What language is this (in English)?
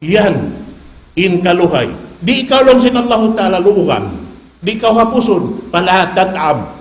Tausug